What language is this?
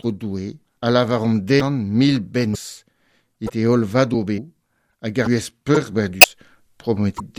Breton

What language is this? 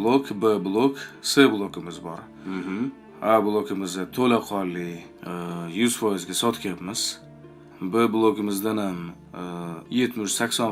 Uzbek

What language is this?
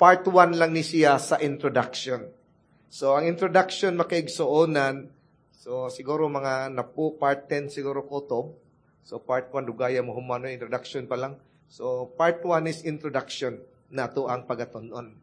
Cebuano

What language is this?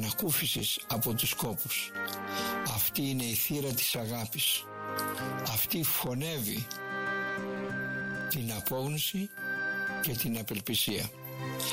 Greek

